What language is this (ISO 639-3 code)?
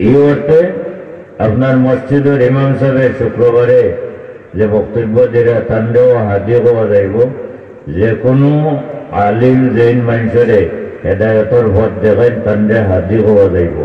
syl